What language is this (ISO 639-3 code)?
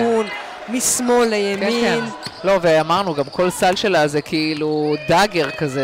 heb